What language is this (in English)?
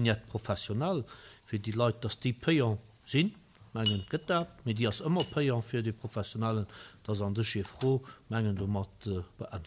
Luxembourgish